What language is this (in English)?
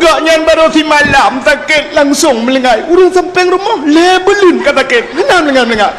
Achinese